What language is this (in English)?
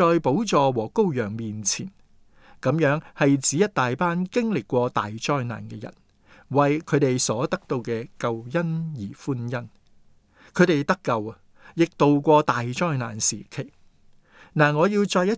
Cantonese